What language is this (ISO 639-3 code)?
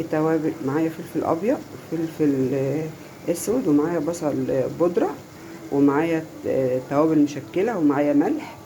arz